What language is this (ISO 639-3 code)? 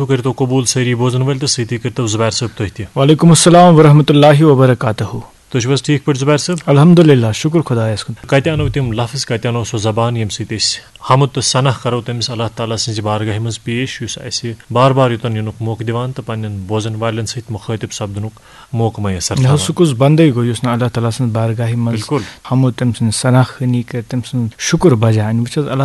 kas